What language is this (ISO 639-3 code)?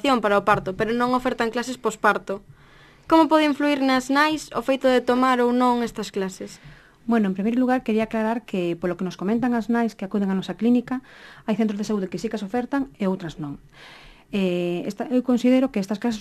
glg